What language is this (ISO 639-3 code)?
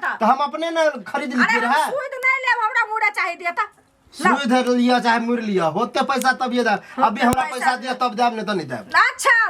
mai